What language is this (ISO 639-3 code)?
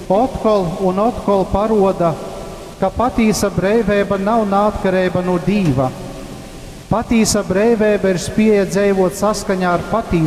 ltg